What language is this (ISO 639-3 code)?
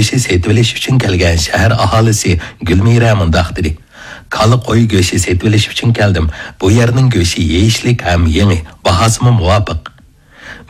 uig